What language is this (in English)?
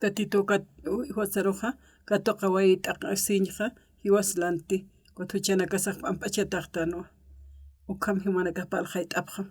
Aymara